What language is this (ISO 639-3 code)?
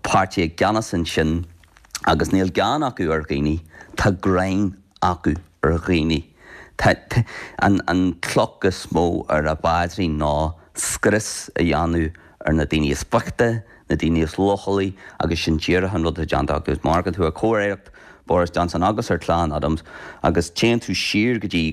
gle